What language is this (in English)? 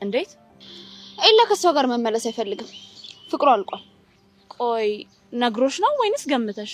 Amharic